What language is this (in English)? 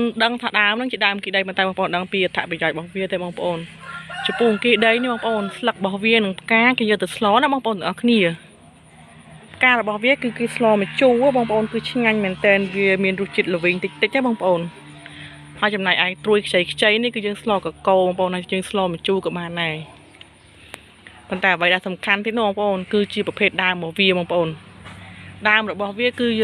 Khmer